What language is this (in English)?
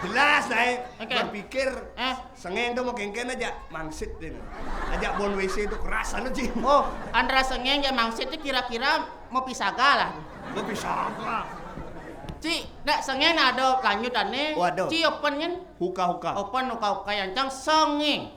Balinese